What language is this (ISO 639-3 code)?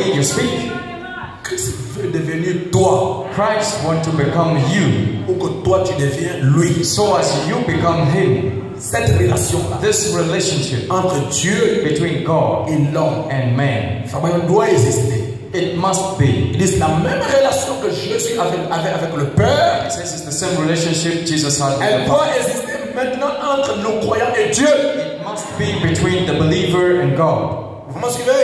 fra